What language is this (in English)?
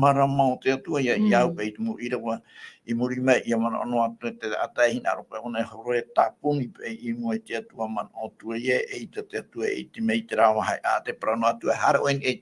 Tahitian